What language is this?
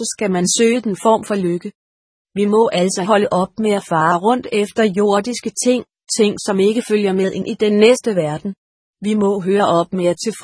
Danish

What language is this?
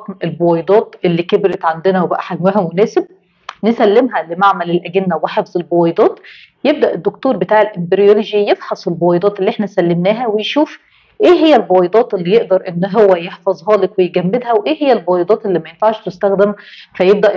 Egyptian Arabic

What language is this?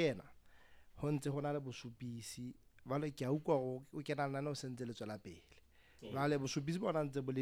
Southern Sotho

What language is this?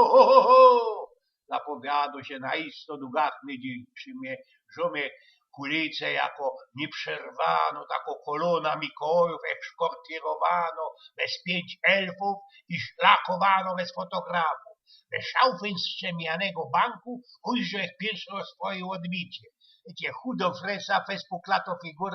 Silesian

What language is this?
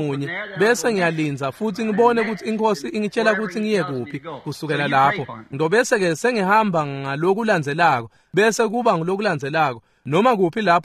Swati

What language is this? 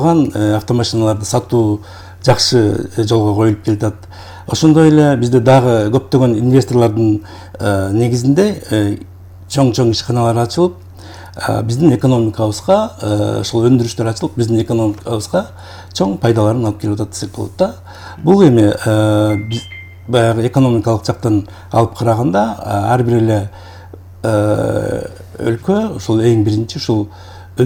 Kyrgyz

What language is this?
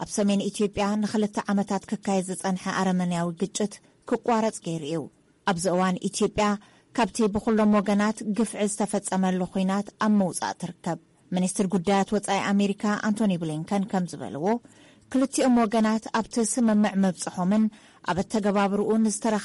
Tigrinya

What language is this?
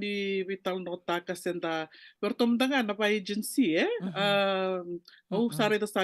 Fijian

